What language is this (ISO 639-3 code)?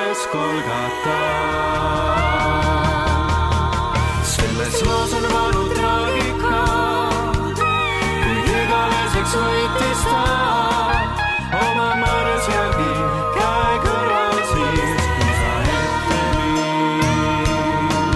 est